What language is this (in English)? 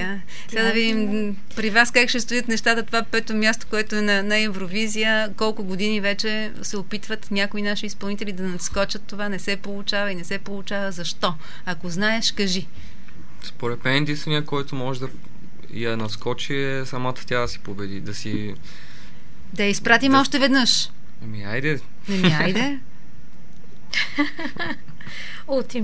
Bulgarian